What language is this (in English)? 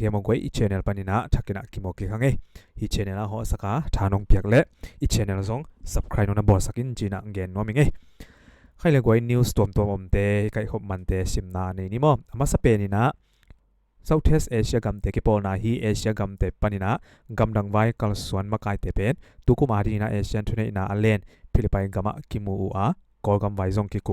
Tedim Chin